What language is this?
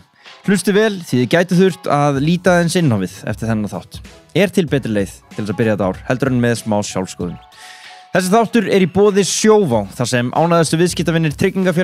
Icelandic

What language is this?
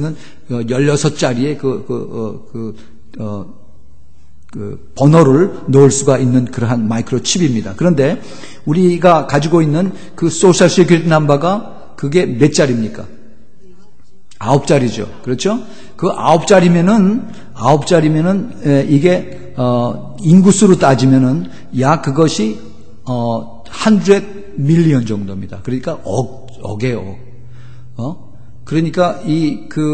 Korean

